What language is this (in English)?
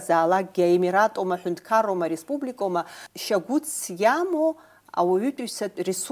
Abkhazian